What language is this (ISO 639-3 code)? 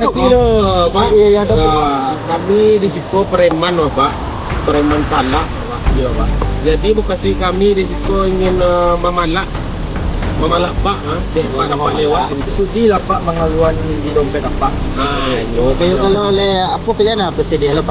min